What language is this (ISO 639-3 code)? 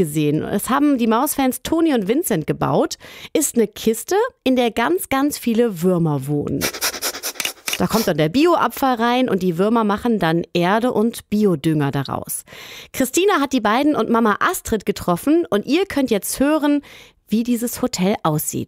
deu